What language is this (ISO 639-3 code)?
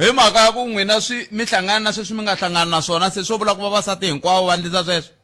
tso